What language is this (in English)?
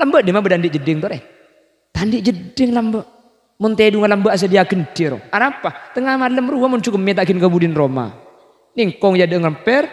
Madurese